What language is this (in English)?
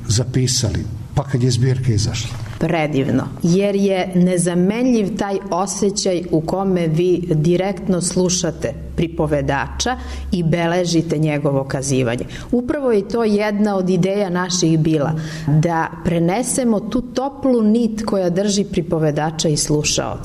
Serbian